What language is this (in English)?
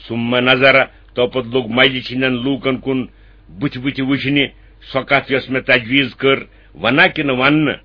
Kashmiri